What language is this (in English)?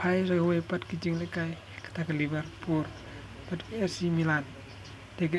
Khasi